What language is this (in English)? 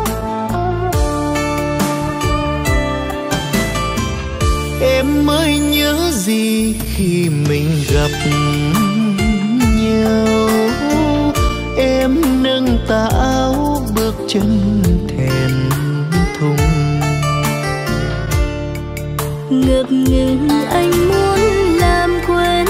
Vietnamese